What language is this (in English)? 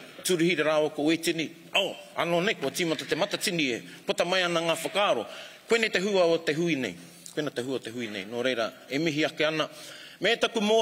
Māori